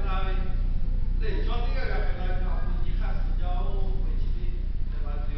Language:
Lahu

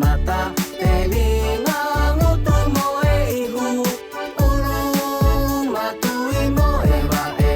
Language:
Tongan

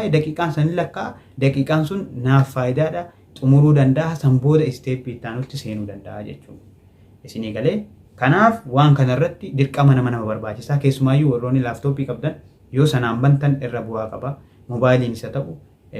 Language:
Oromo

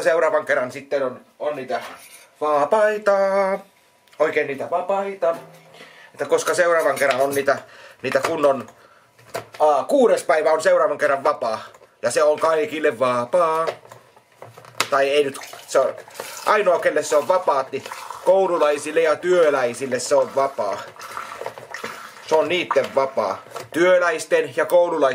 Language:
Finnish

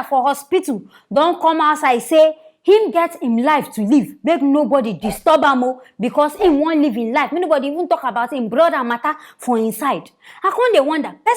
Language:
Nigerian Pidgin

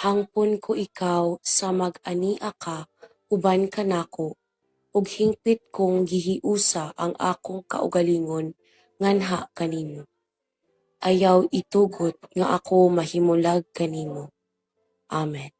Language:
Cebuano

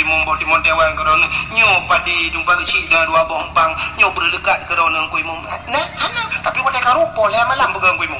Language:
Achinese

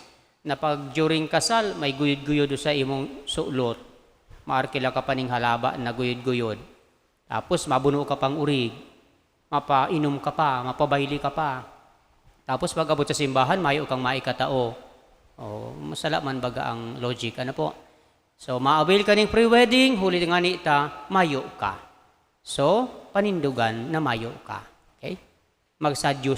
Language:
Bikol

